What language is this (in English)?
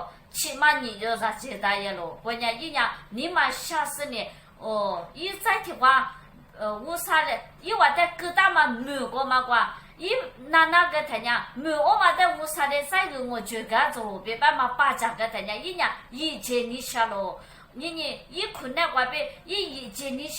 Lisu